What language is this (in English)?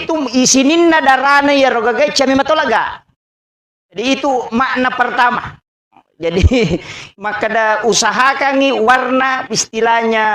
Buginese